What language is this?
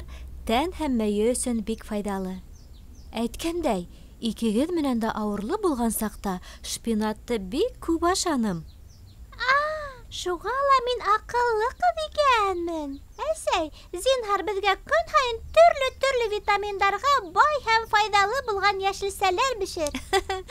Bashkir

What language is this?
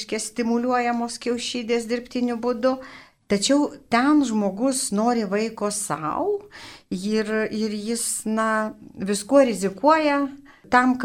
Lithuanian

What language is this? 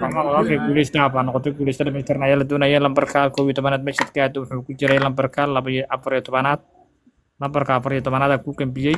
Somali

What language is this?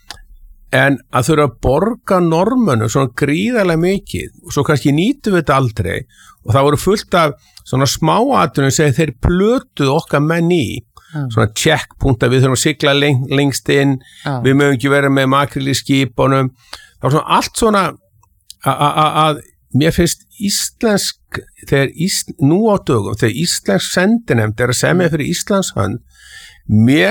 Icelandic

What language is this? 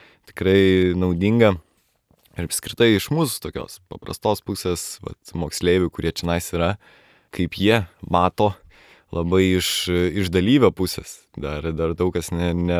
Lithuanian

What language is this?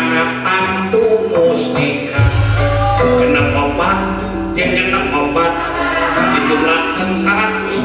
Sundanese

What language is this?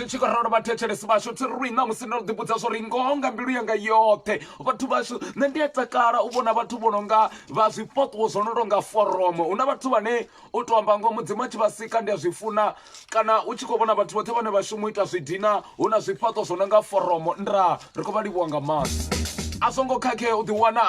Venda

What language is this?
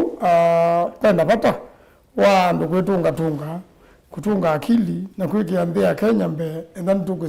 Kamba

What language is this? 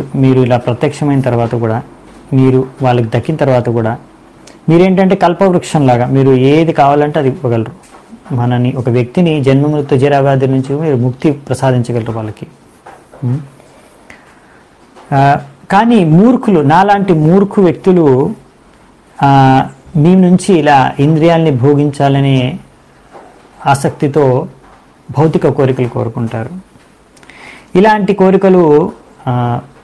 Telugu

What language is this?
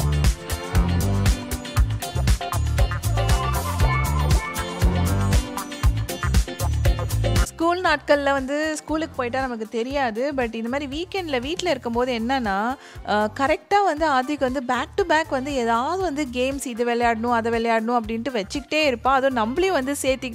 Tamil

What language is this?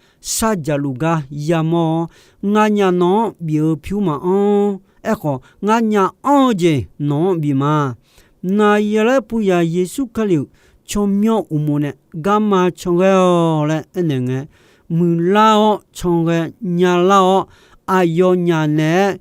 Akha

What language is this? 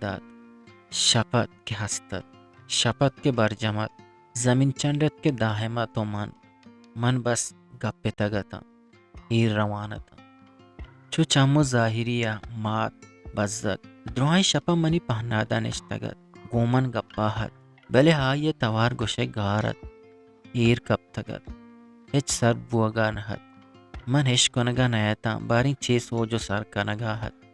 Eastern Balochi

